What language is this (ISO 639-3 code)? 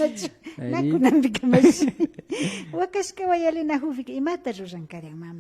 qvi